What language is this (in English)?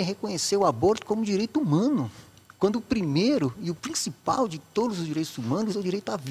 Portuguese